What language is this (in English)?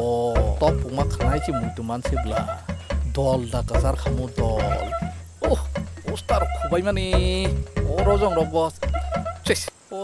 Kok Borok